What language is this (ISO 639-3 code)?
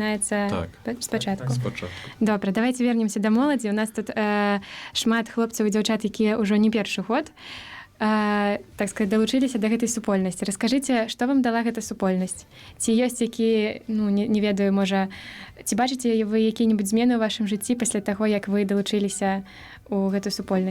bel